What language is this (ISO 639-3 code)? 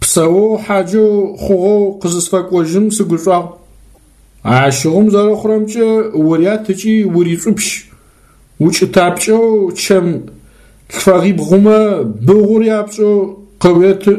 ady